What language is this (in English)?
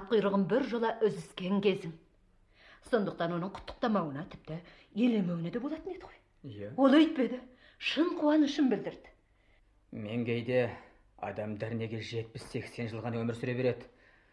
Kazakh